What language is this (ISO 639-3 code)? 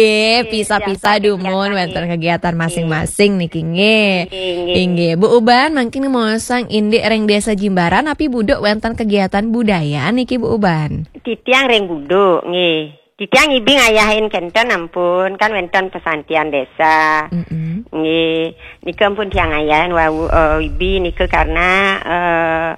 ban